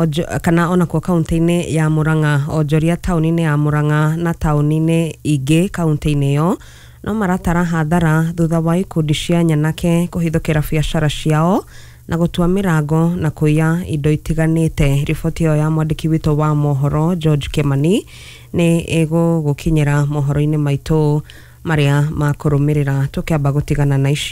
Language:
Kikuyu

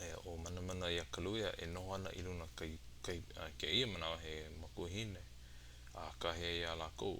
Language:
Hawaiian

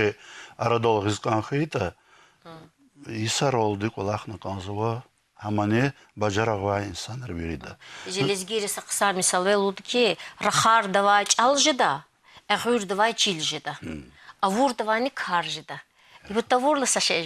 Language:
Lezghian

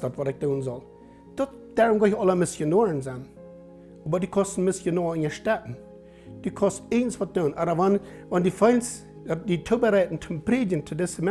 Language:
Plautdietsch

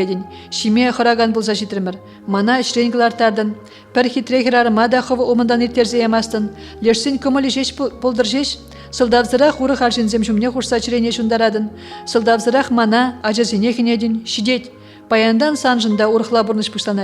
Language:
Chuvash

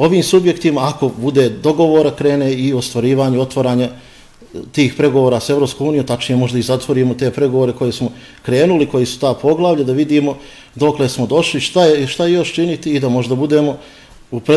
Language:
Bosnian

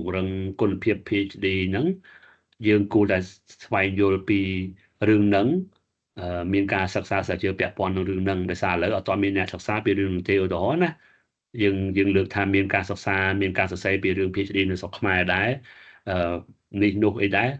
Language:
Khmer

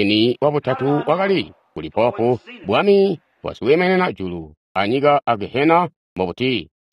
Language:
Tonga (Zambia)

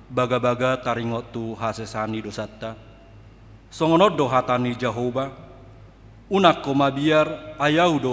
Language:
Batak Toba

